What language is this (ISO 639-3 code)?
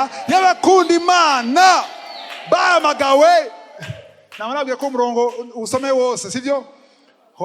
run